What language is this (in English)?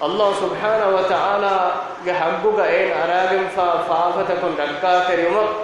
Divehi